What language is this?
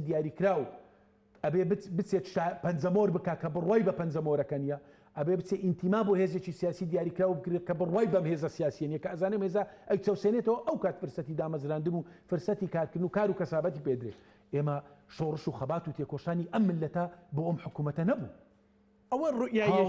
Central Kurdish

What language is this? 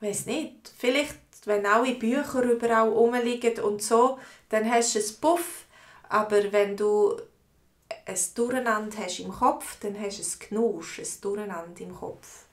Swiss German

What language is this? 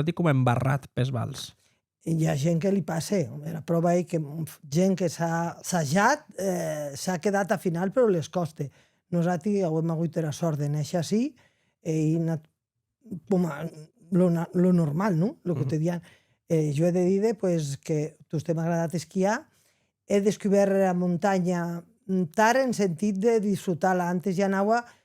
Occitan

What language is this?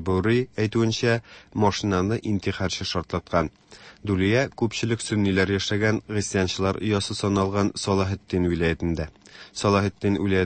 Tatar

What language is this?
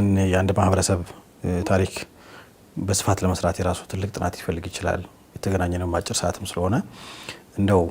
Amharic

